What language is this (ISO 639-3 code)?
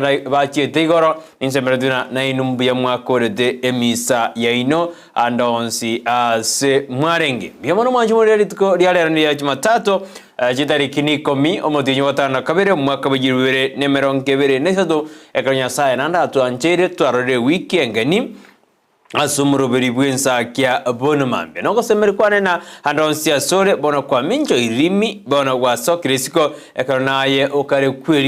guz